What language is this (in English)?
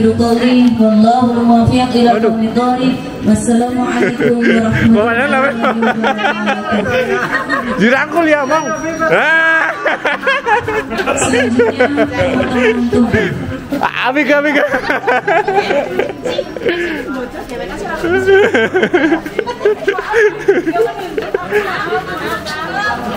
Indonesian